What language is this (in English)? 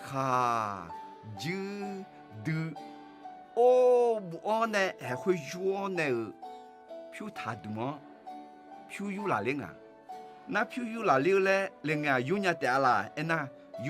Akha